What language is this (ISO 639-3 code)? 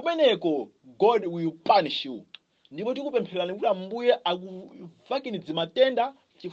nya